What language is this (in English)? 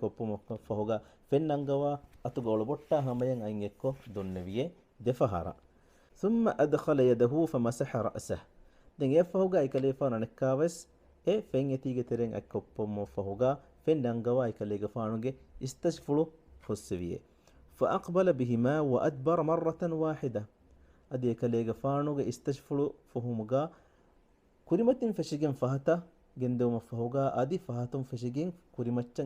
Divehi